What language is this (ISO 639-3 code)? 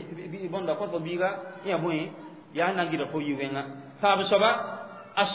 mos